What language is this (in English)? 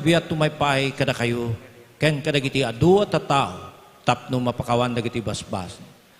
Iloko